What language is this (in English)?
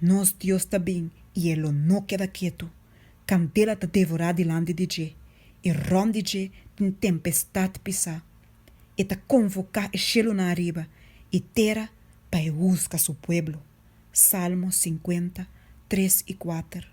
Papiamento